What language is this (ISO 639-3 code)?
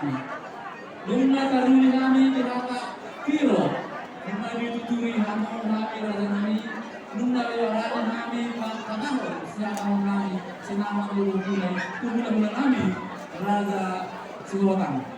bbc